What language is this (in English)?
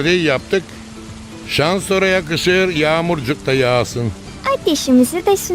Gagauz